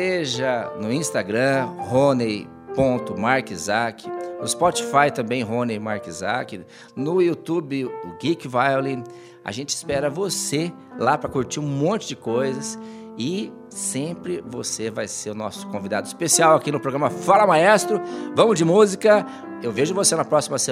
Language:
Portuguese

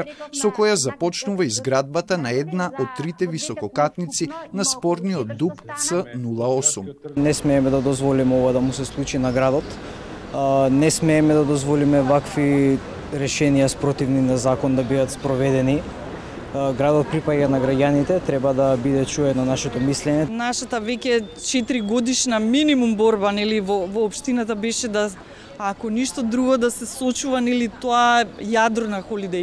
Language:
Macedonian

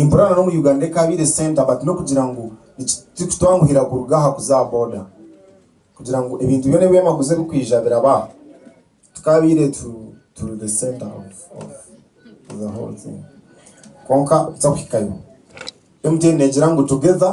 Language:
Nyankole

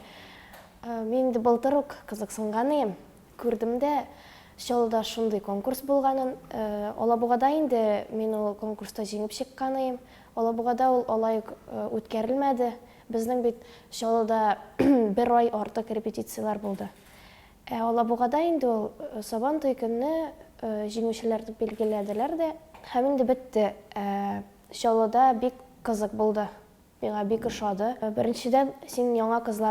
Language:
Tatar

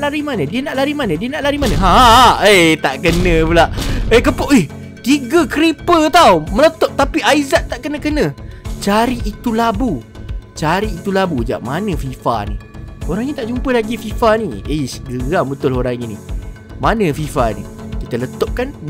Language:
Malay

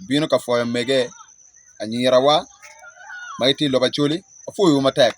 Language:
Acoli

